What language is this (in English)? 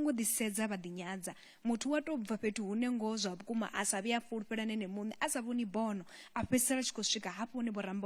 Venda